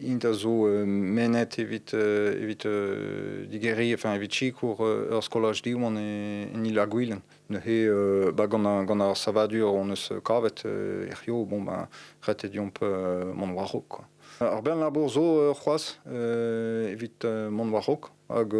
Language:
Breton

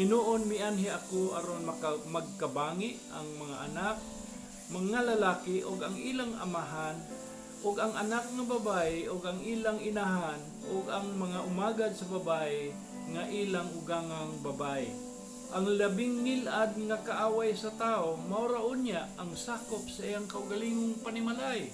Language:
Cebuano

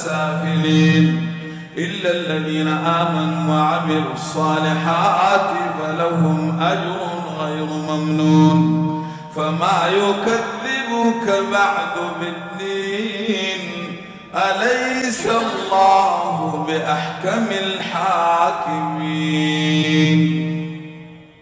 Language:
Arabic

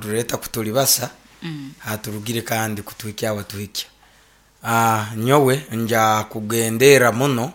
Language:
Nyoro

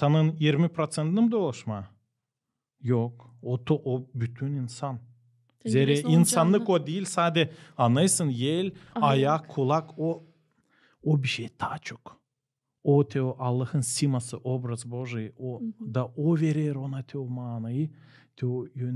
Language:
Gagauz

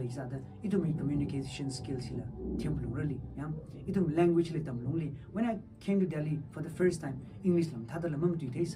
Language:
Tangkhul Naga (India)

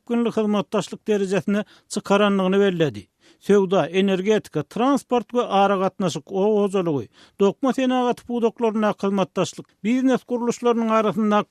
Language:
Turkmen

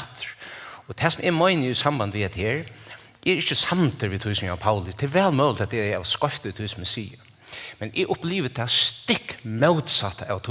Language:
Faroese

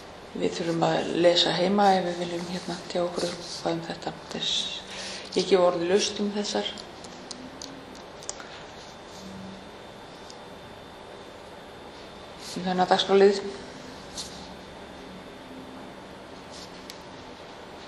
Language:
Icelandic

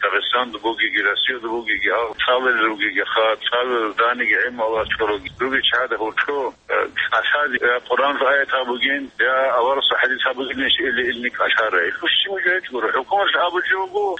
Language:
Avaric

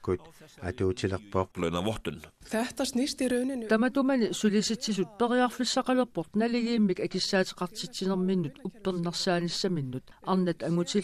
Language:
Kalaallisut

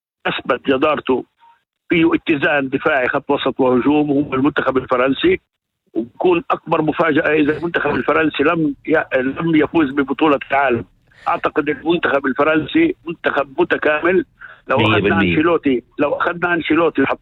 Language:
North Levantine Arabic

